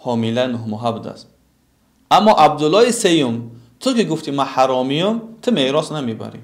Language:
Tajik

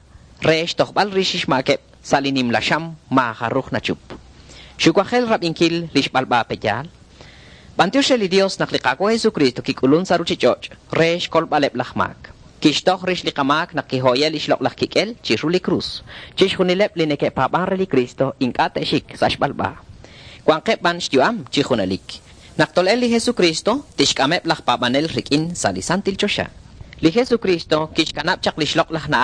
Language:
Kekchí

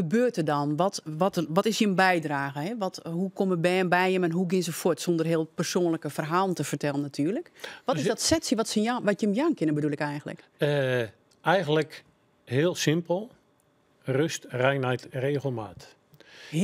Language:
Western Frisian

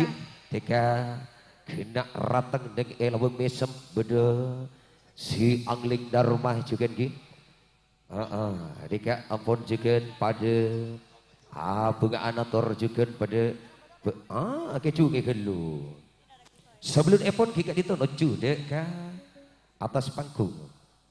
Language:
Madurese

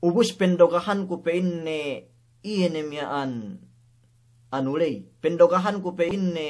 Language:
Yakan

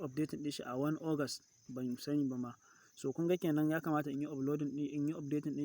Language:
Hausa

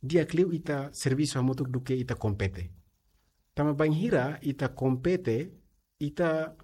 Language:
Tetum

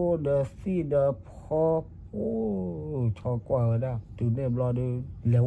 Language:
S'gaw Karen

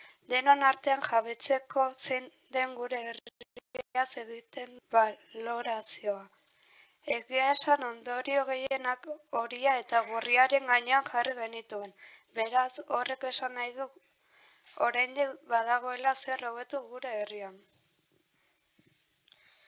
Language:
Basque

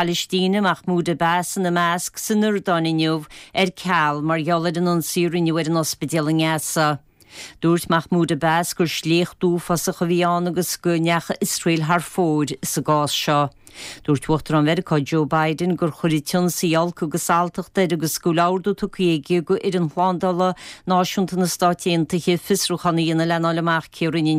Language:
Irish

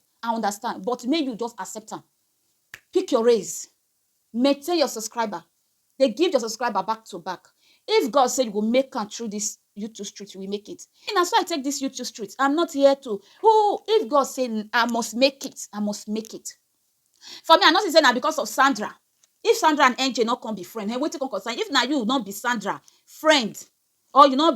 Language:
Nigerian Pidgin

